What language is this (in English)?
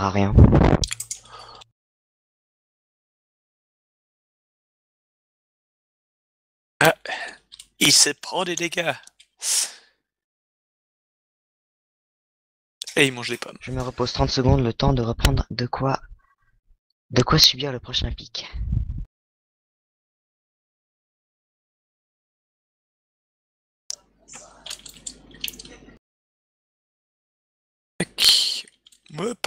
French